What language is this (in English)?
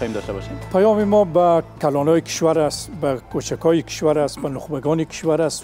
Persian